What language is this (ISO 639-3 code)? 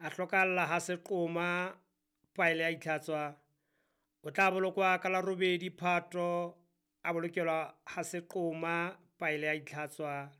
sot